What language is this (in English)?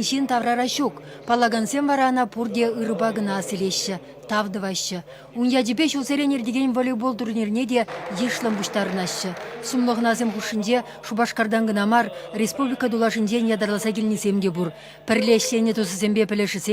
Chuvash